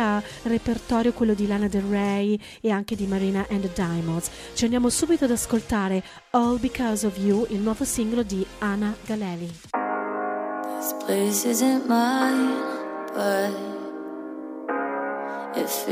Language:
Italian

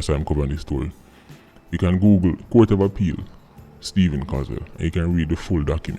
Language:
Jamaican Creole English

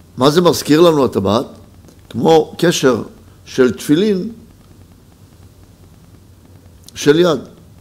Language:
Hebrew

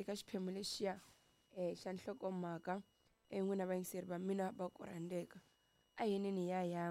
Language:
Tsonga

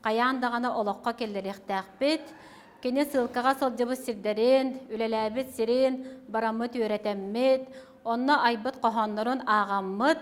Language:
Yakut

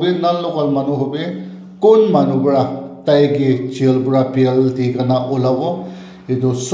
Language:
Naga Pidgin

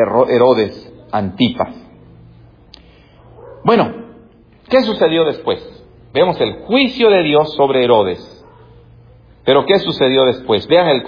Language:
Spanish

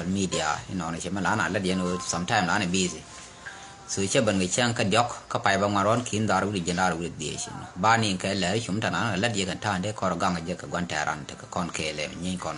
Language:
Nuer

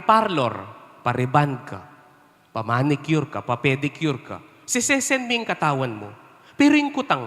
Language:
Pampanga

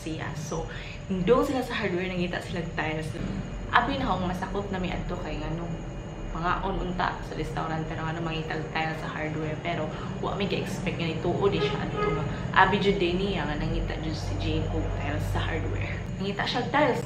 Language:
Cebuano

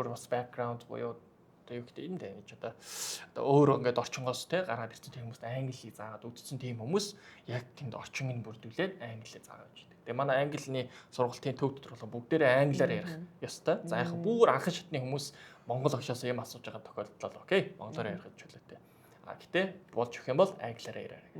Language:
Mongolian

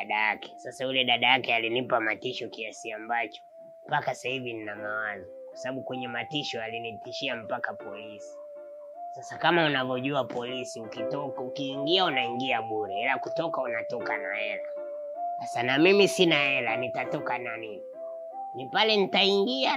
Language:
Swahili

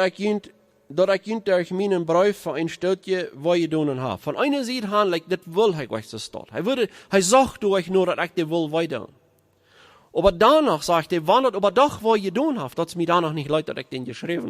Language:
Plautdietsch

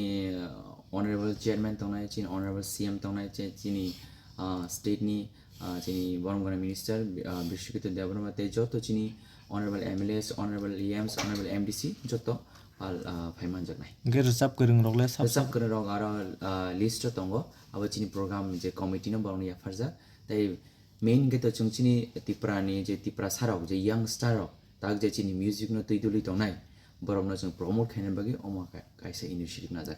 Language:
Kok Borok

